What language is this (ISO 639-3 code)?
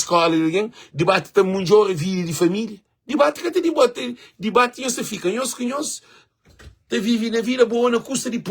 kea